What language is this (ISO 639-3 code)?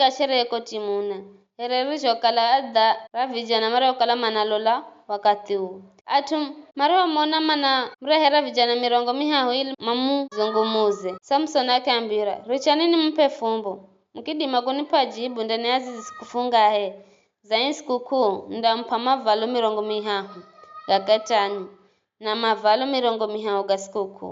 nyf